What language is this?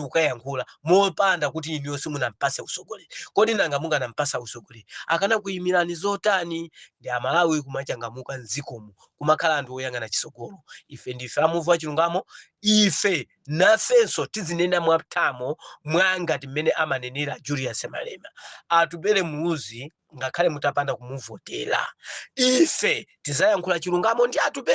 Nyanja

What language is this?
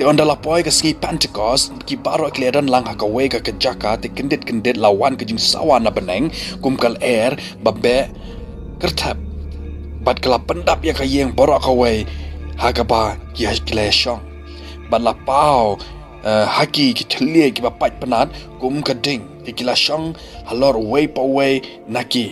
Khasi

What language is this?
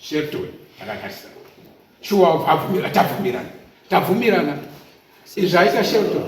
Shona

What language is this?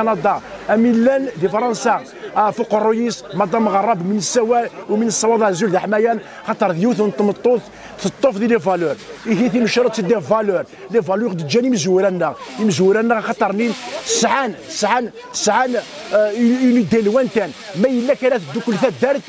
Kabyle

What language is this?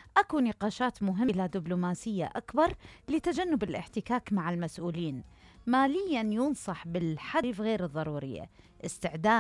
Mesopotamian Arabic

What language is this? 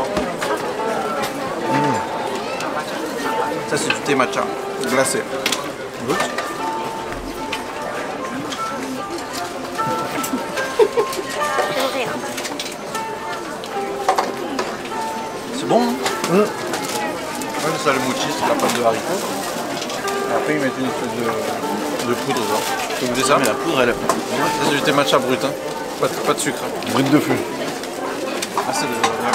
French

